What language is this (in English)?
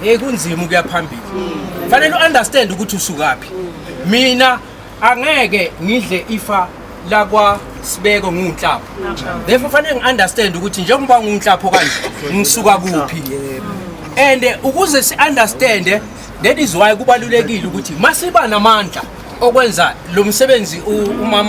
Zulu